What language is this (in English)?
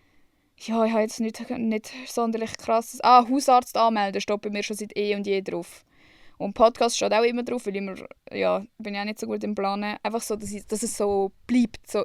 Swiss German